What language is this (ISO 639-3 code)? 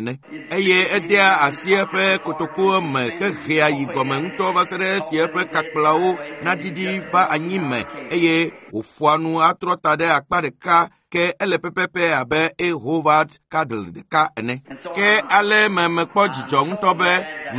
ewe